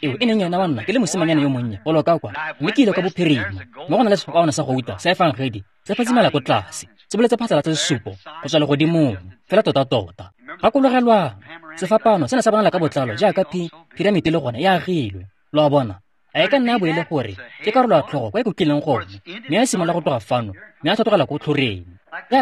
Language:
Tswana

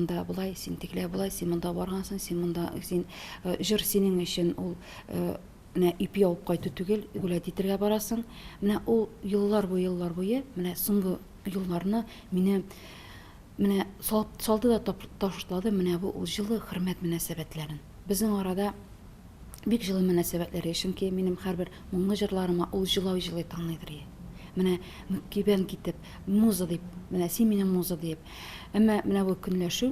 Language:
Tatar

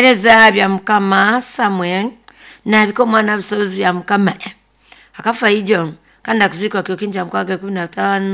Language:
Nyankole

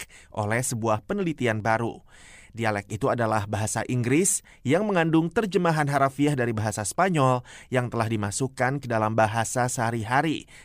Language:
Indonesian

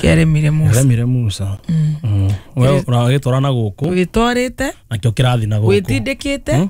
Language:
Kikuyu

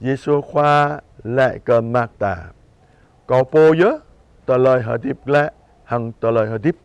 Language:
Jarai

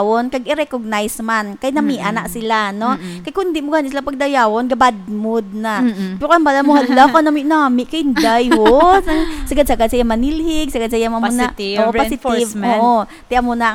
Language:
Hiligaynon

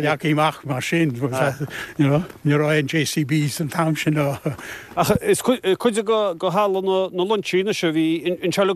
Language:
Irish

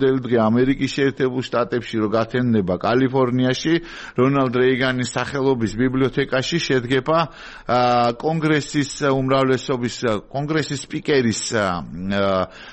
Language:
Georgian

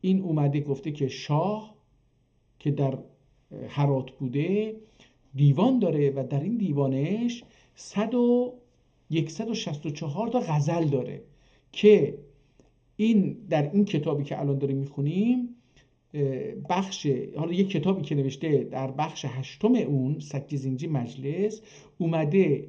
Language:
South Azerbaijani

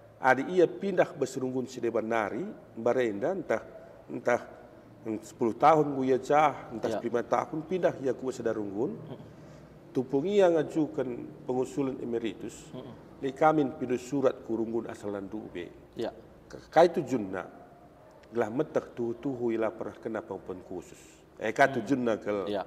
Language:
Batak Karo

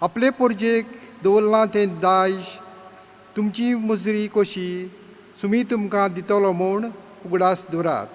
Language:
Konkani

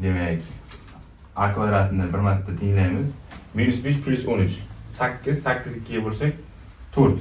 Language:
Uzbek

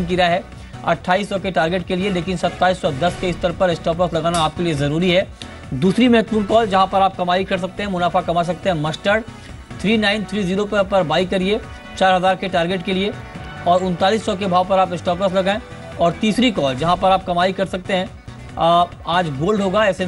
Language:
Hindi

